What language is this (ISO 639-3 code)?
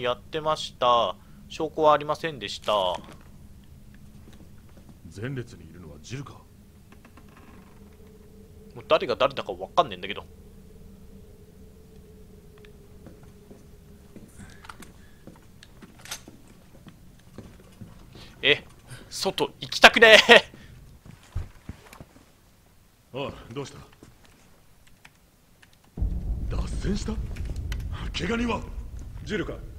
jpn